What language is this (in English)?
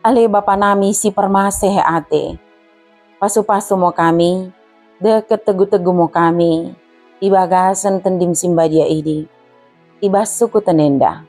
Batak Dairi